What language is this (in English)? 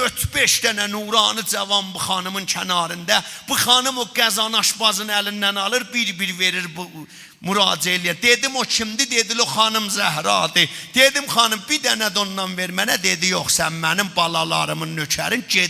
South Azerbaijani